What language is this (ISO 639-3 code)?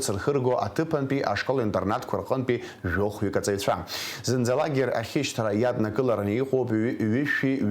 abk